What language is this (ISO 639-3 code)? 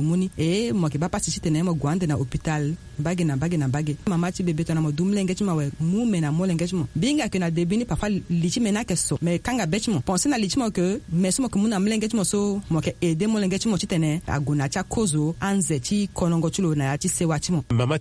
sag